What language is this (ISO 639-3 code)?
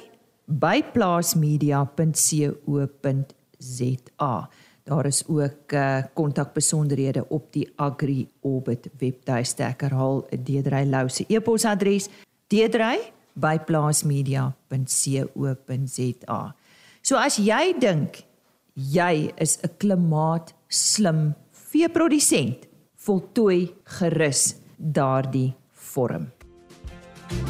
afr